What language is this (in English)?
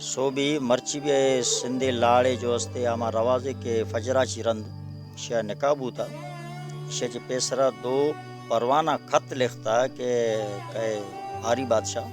Baluchi